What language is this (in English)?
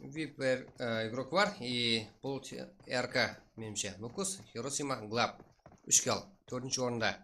Kara-Kalpak